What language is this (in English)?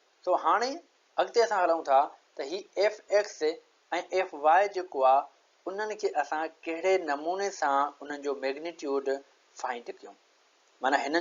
Sindhi